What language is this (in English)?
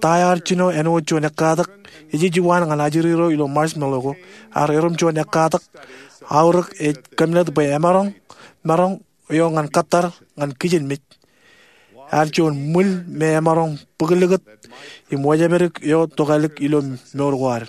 Marshallese